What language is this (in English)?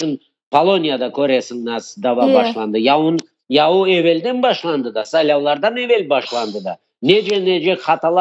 Crimean Tatar